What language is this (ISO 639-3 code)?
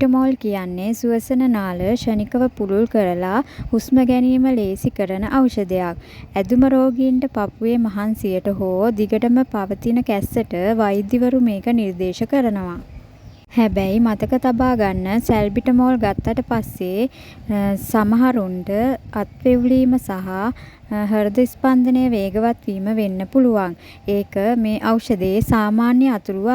sin